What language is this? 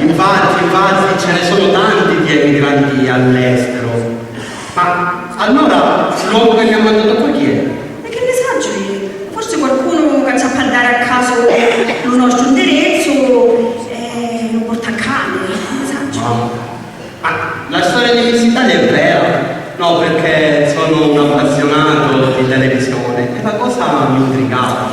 Sicilian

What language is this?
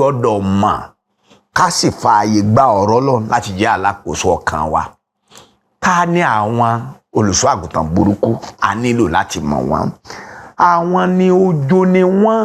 Yoruba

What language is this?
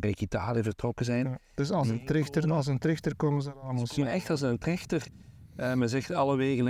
Dutch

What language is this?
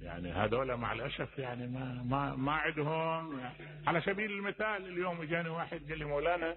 Mesopotamian Arabic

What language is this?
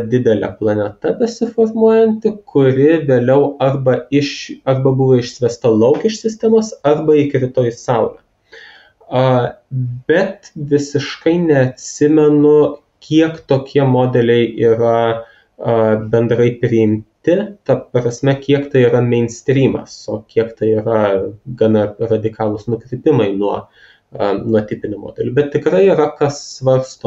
Lithuanian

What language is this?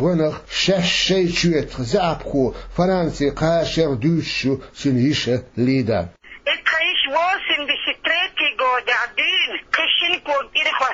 Chechen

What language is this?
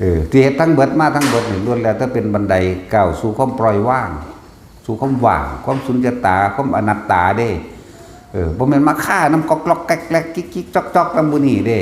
Northeastern Thai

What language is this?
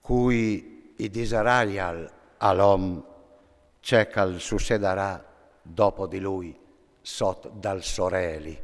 Friulian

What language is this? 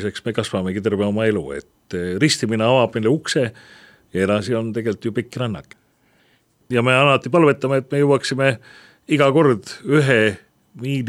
Estonian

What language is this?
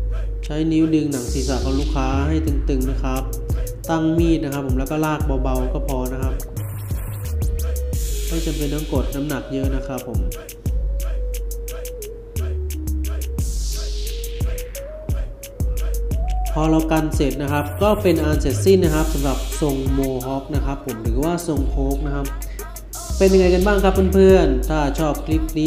Thai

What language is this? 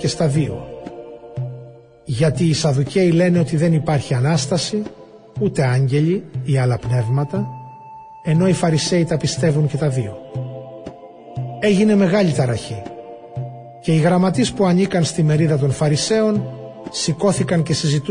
Greek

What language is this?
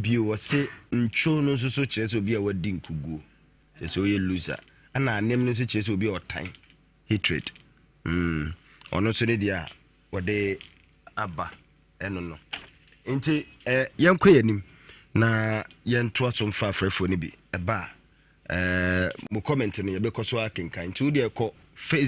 Akan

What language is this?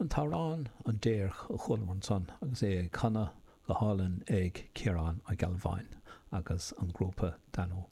Irish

